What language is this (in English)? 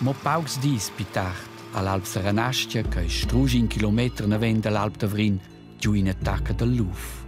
Romansh